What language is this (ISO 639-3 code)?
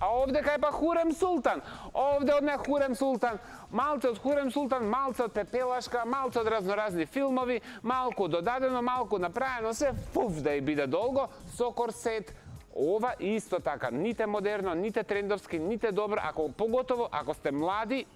mkd